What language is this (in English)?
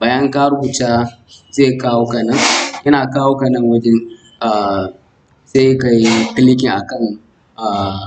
Hausa